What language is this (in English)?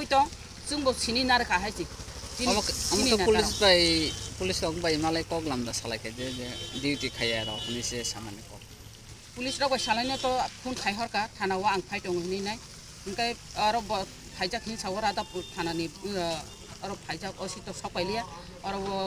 Kok Borok